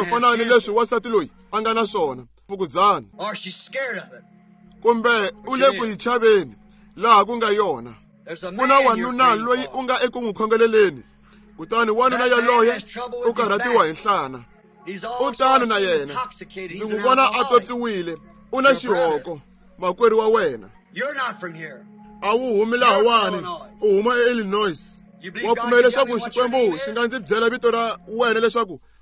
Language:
Tsonga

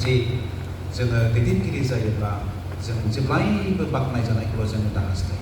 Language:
Bodo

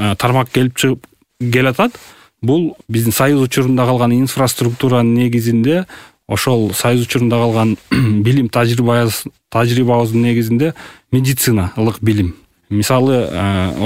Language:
Kyrgyz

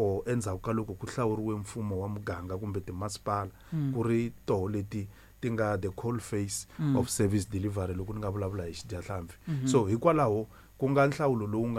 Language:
Tsonga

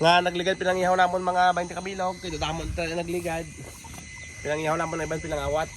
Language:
Hiligaynon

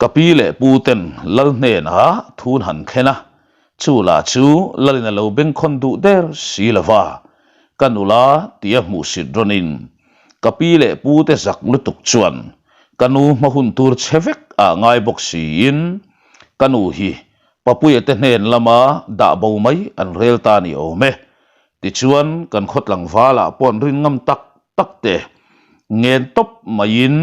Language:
Mizo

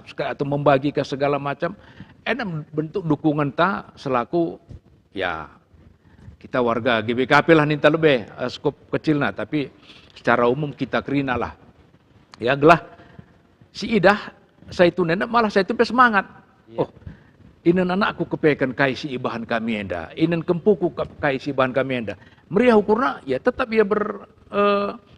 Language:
Batak Karo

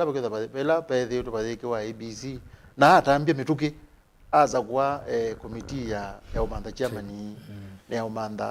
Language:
Kamba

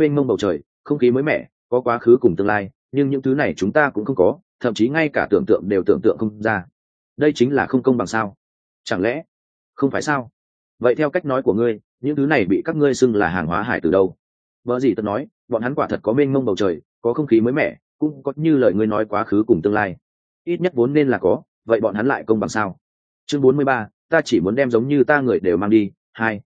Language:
Vietnamese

